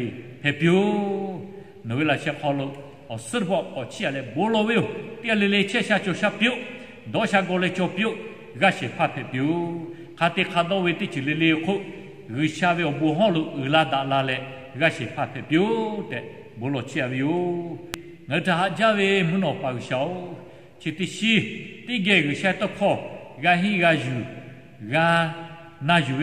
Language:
Lahu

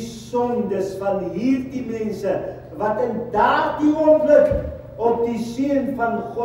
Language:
Afrikaans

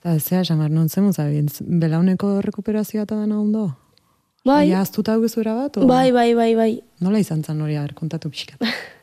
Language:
Basque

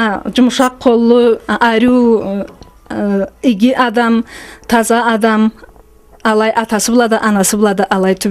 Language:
Karachay-Balkar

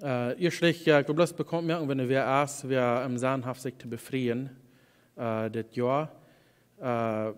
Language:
Plautdietsch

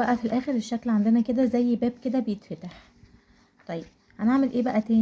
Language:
Egyptian Arabic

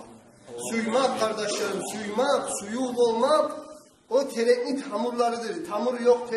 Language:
Kumyk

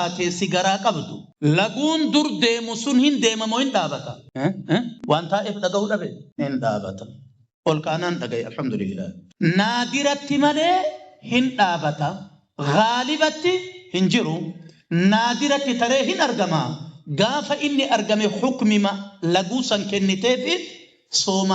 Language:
Oromo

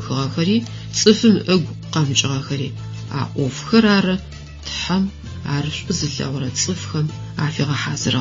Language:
Adyghe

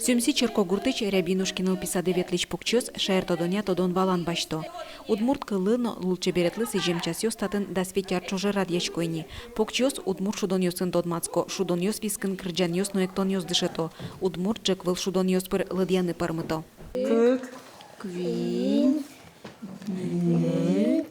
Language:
Udmurt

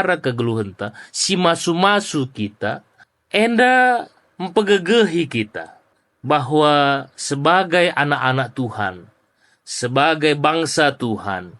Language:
Batak Karo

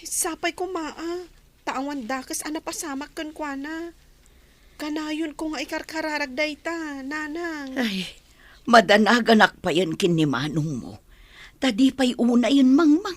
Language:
Iloko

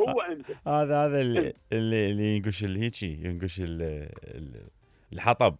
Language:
Mesopotamian Arabic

